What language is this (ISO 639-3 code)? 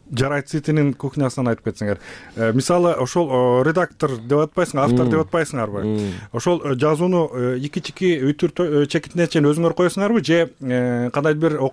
kir